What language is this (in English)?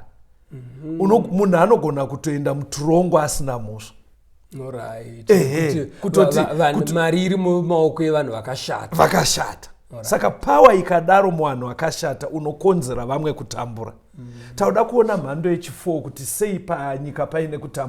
Shona